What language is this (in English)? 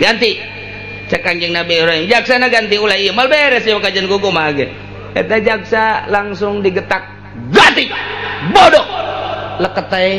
Sundanese